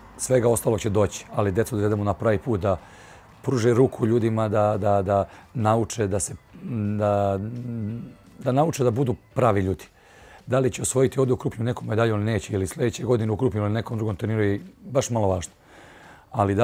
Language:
Serbian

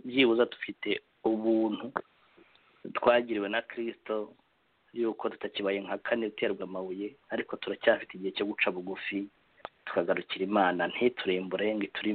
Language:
Kinyarwanda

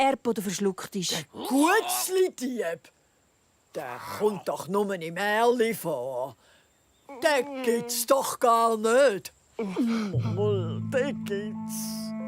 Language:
Swiss German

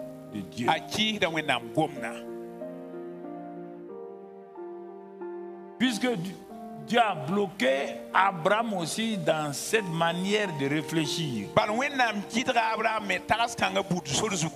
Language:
French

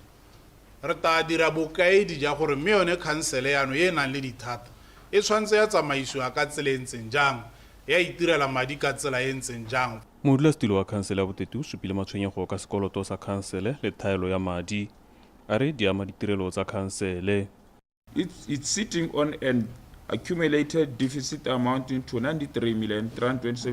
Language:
Tswana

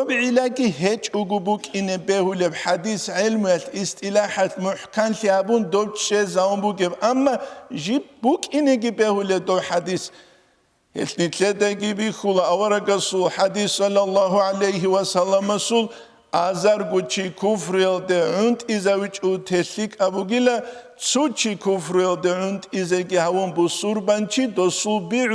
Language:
Avaric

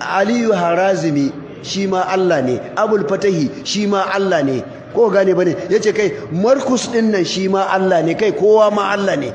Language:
Hausa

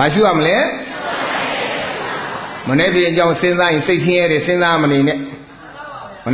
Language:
Burmese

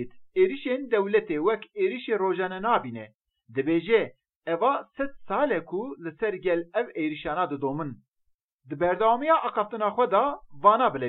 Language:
Kurdish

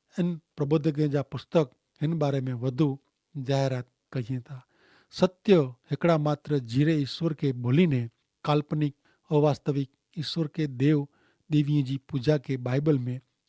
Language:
Kachhi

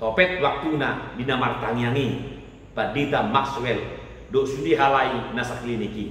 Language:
Batak Toba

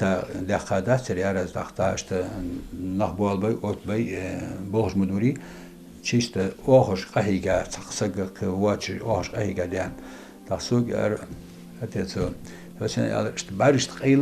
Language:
Ingush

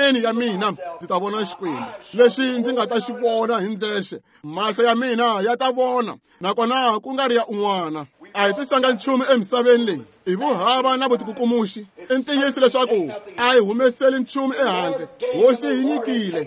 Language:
Tsonga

